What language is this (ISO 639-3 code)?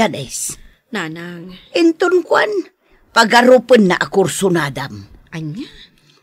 ilo